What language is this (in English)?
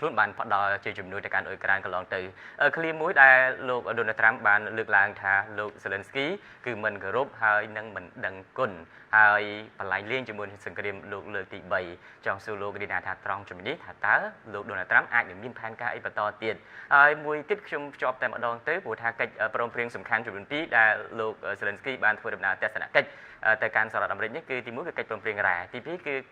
Khmer